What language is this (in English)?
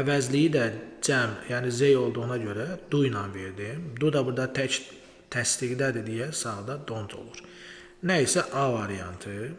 Azerbaijani